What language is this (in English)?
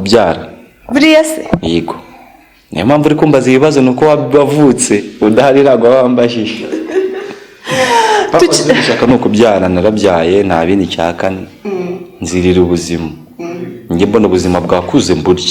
Kinyarwanda